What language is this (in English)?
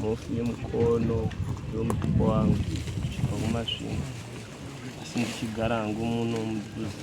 Shona